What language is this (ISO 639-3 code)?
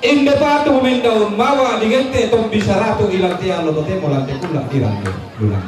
sda